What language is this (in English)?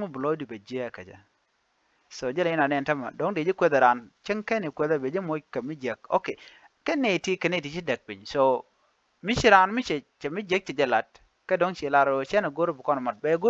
Nuer